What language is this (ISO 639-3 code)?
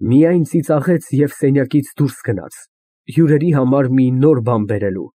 hye